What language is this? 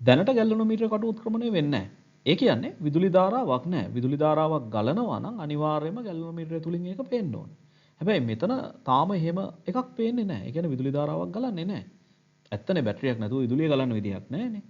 Sinhala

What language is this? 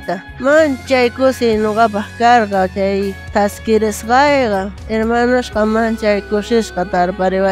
South Bolivian Quechua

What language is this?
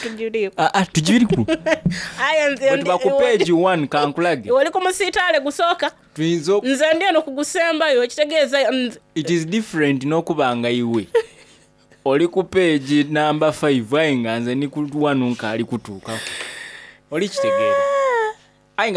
Soga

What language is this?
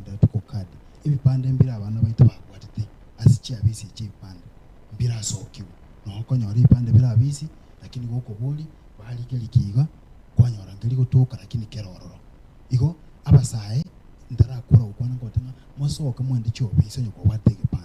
Gusii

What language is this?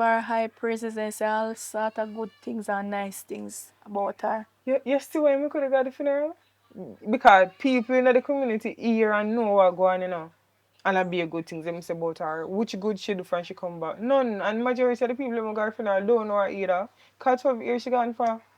Jamaican Creole English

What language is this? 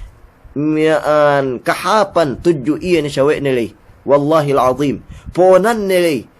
Yakan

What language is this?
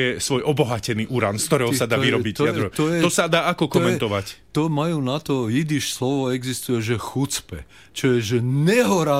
Slovak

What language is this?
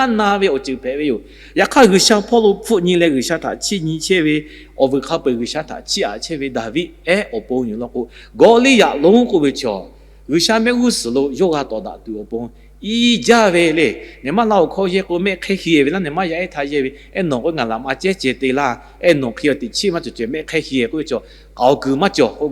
Lahu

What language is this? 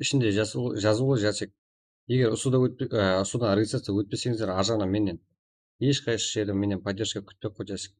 Kara-Kalpak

